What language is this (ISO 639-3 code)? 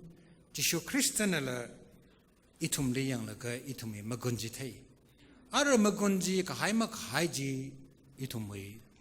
nmf